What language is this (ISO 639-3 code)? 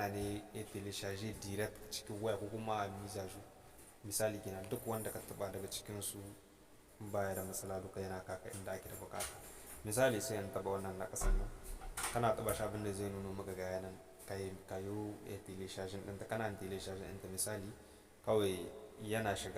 hau